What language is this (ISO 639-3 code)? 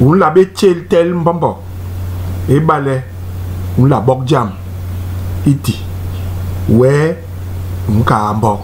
bas